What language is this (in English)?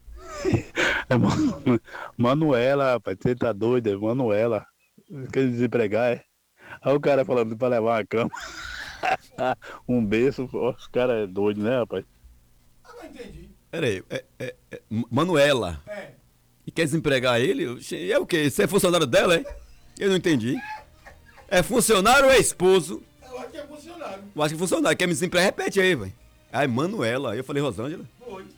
Portuguese